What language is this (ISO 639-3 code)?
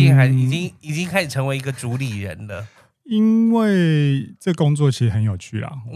zho